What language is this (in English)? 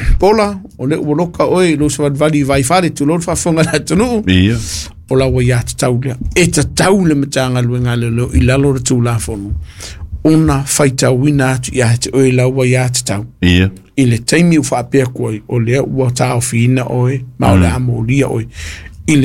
Samoan